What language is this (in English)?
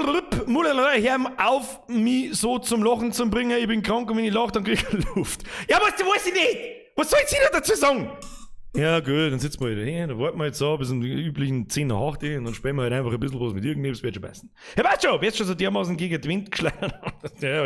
Bavarian